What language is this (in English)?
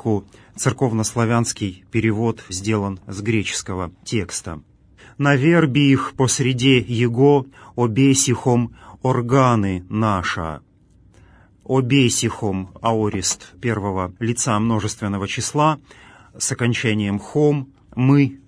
Russian